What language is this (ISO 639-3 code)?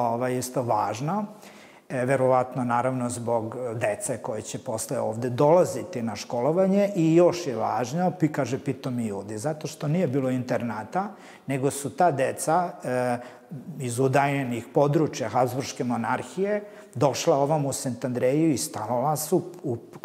srp